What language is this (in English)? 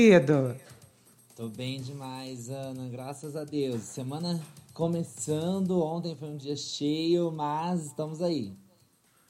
Portuguese